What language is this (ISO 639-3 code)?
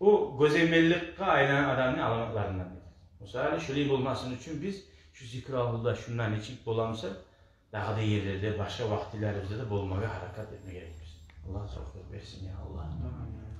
kum